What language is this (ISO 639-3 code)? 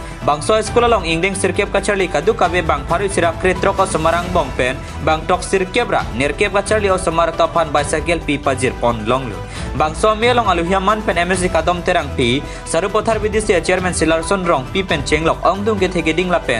mjw